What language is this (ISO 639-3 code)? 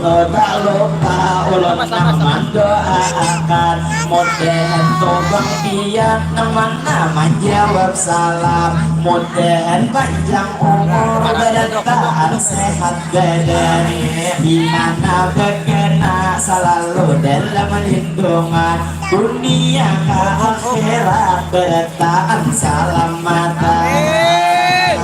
bjn